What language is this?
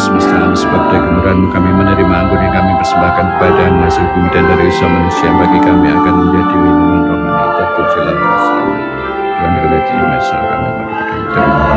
Indonesian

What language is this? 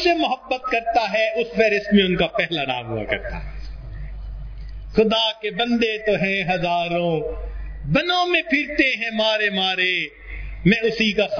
Urdu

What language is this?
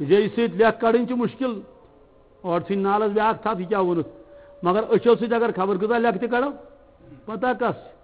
Kashmiri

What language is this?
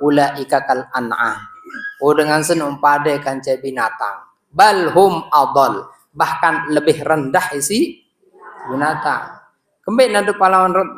Sasak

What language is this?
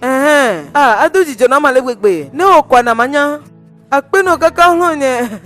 Ewe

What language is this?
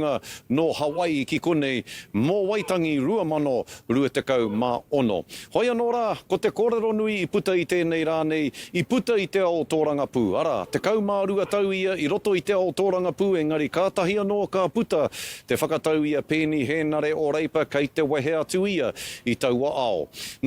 Māori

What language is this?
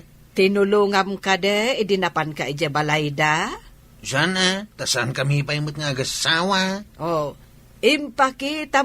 Iloko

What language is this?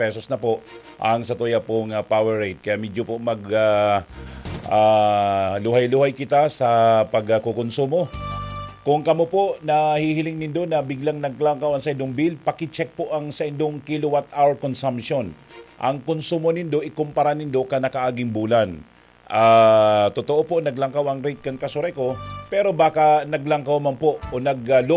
Bikol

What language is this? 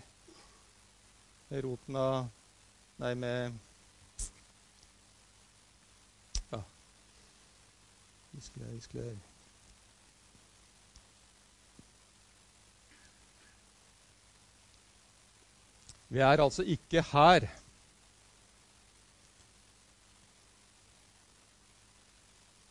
Norwegian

